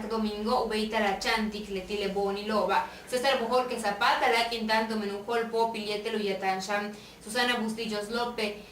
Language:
Yucateco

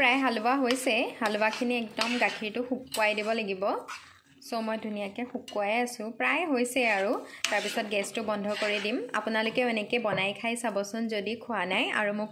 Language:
Assamese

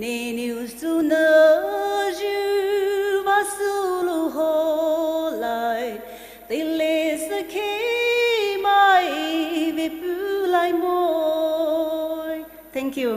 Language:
Poumei Naga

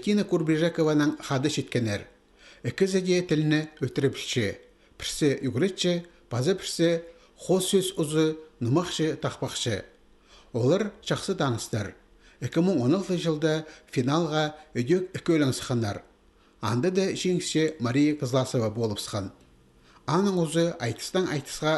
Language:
Khakas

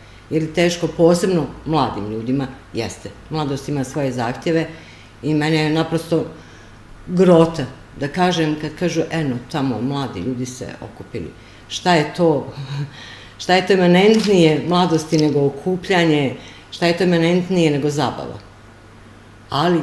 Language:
Serbian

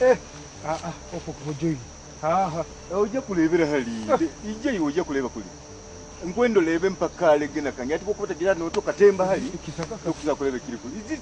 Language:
Nyoro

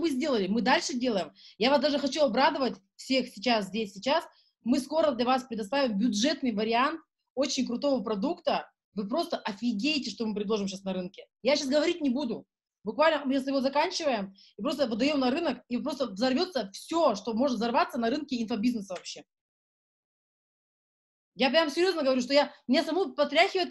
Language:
Russian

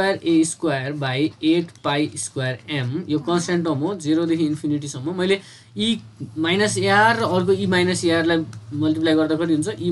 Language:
Nepali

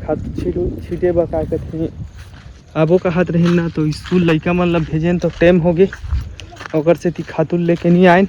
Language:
Chhattisgarhi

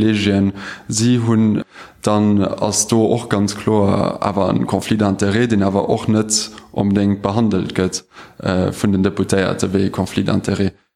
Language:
Luxembourgish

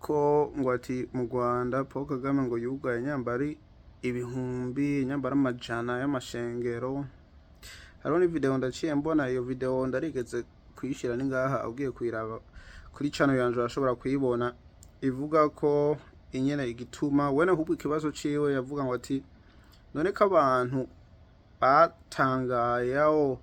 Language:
Rundi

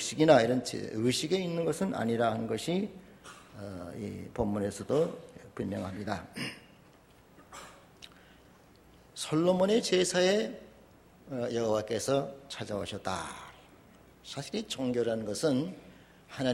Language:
Korean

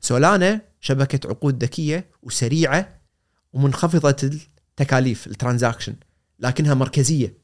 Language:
Gulf Arabic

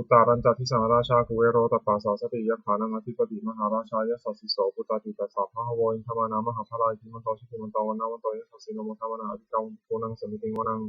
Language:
Pali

